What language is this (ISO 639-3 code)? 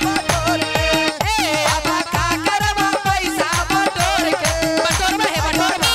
mag